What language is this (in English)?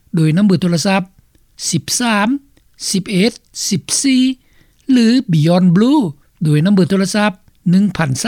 Lao